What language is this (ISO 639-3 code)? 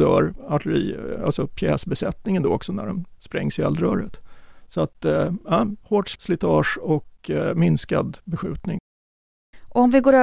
swe